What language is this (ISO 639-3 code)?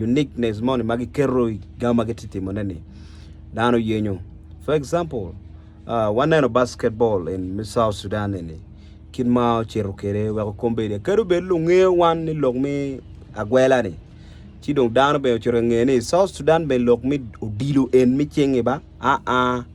ach